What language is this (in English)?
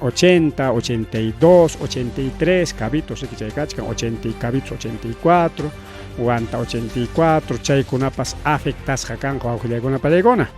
Ayacucho Quechua